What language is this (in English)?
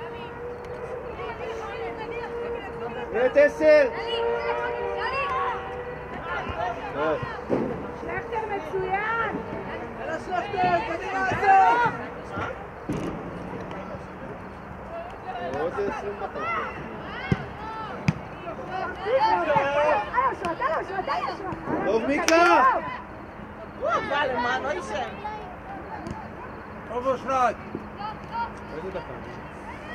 Hebrew